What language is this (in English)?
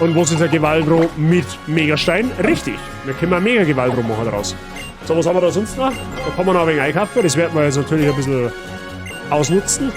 Bavarian